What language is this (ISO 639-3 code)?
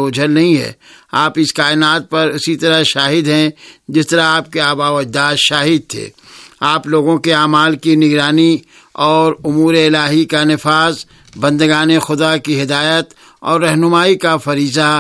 urd